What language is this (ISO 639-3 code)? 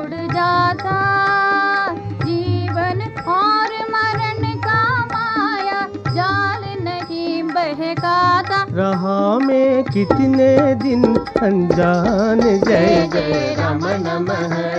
hin